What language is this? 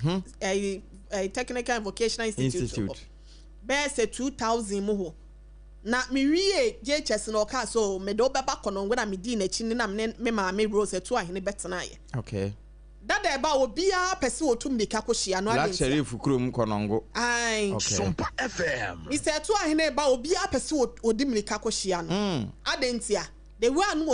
Akan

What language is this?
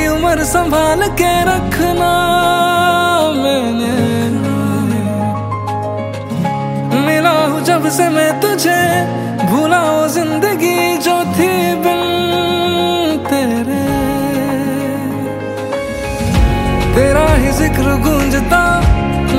Hindi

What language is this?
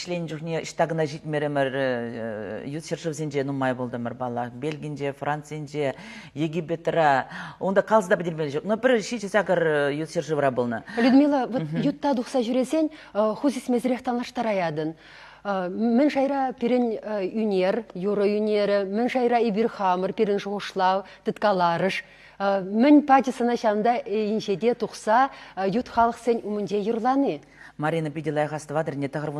Chuvash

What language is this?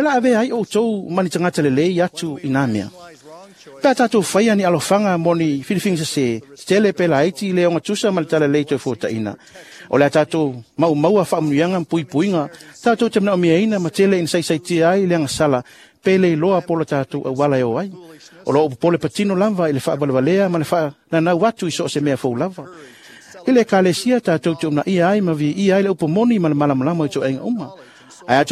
Samoan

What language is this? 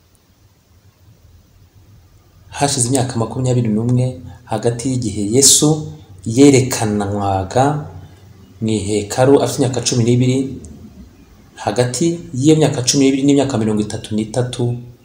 Kinyarwanda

